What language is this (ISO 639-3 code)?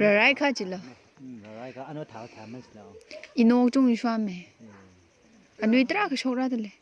nmf